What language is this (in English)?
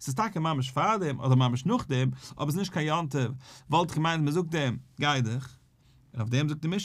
Yiddish